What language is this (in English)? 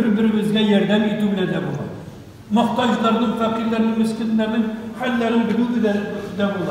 Tatar